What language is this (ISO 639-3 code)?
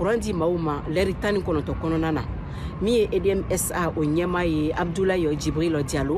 bam